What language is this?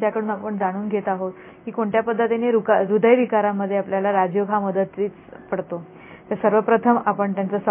Marathi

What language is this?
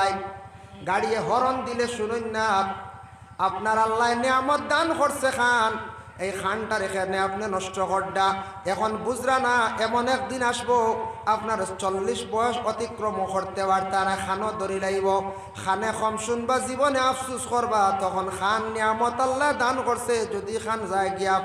Sylheti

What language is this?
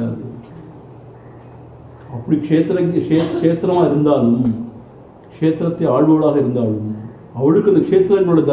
Tamil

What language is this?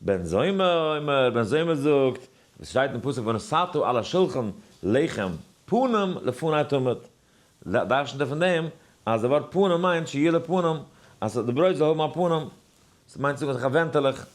Yiddish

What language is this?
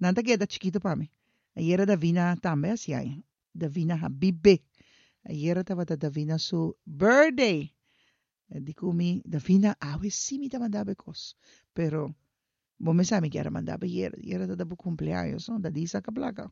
Papiamento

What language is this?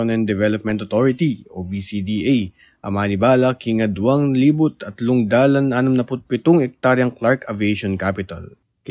Pampanga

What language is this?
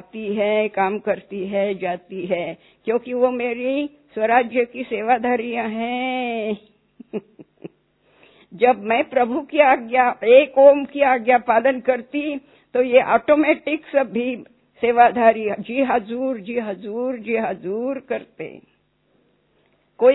Hindi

